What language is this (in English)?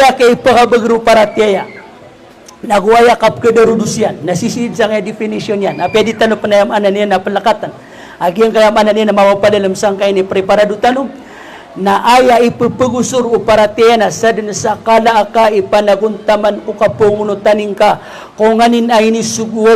Maranao